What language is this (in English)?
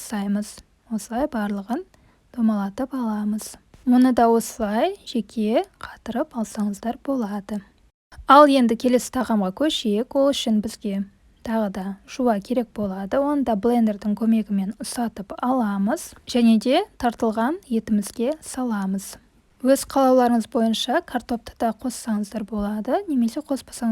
Kazakh